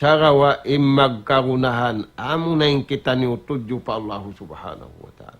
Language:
Tausug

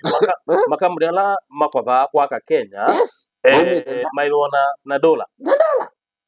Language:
Kamba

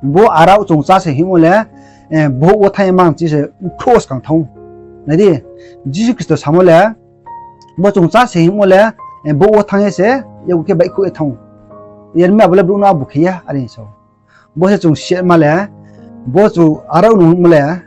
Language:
Riang (India)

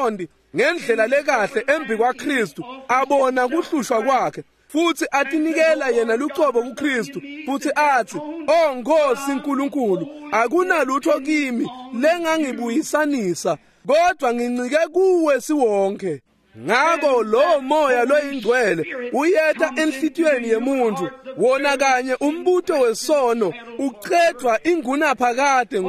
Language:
Swati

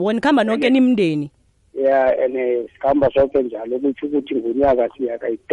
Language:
South Ndebele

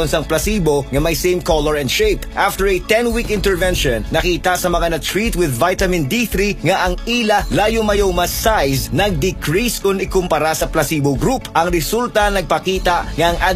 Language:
Hiligaynon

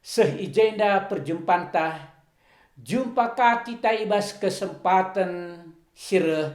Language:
Batak Karo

